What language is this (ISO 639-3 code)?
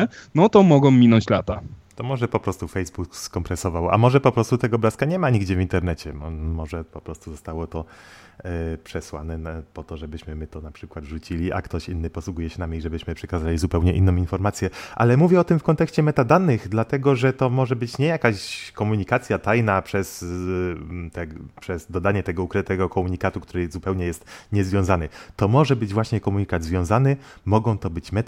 pol